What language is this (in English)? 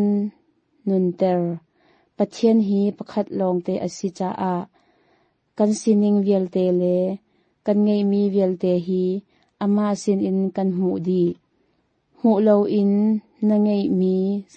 Hakha Chin